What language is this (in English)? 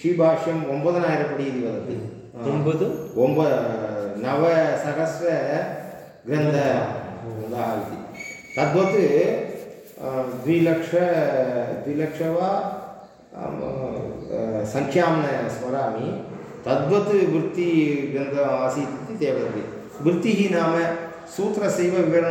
Sanskrit